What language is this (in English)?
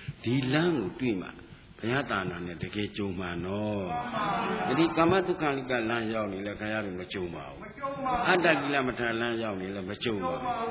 Burmese